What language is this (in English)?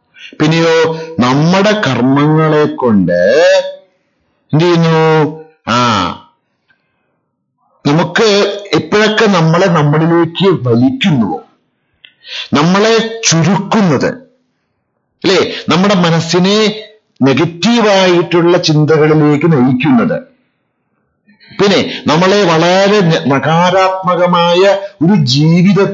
Malayalam